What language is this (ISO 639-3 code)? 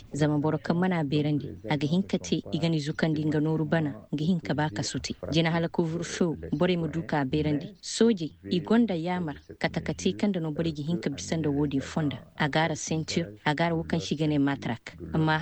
ses